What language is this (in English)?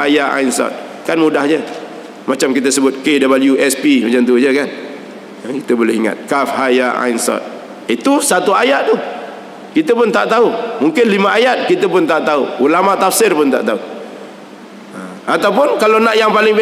Malay